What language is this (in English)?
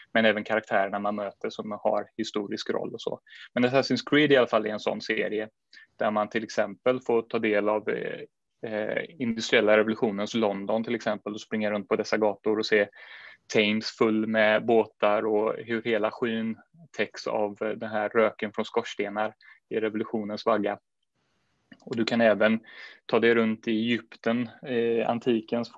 Swedish